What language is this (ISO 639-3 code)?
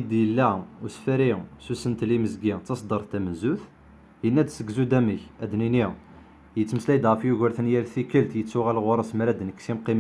kab